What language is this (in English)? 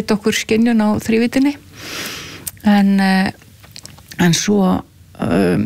Icelandic